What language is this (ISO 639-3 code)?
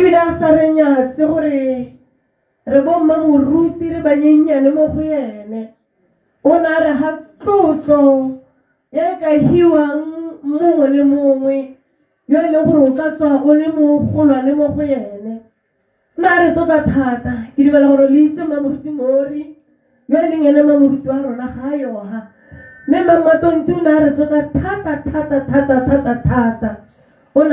tsn